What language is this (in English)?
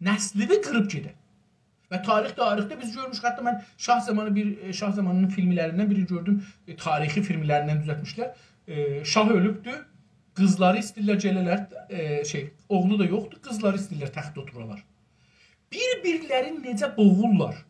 South Azerbaijani